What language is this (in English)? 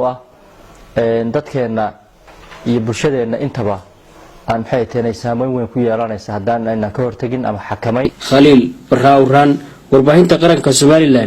Somali